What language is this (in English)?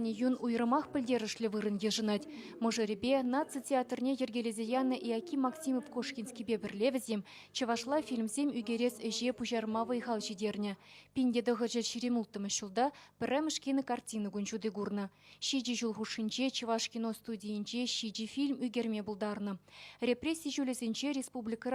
Chuvash